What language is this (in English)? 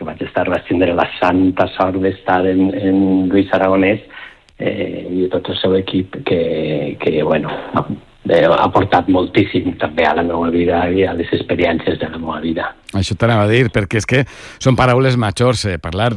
Catalan